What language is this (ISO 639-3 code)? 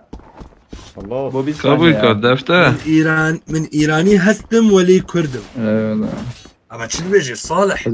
kur